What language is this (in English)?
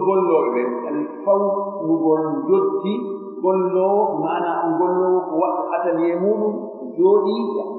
Pular